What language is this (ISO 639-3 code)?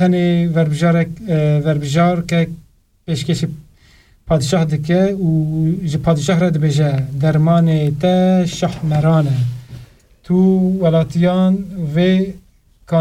kur